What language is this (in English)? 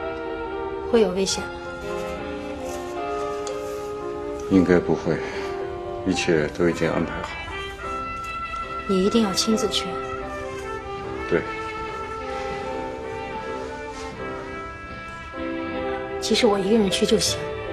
Chinese